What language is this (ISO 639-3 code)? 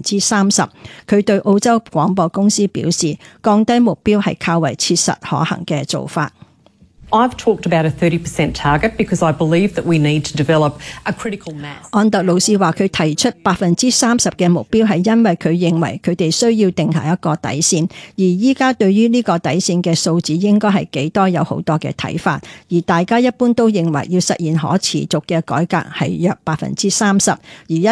yue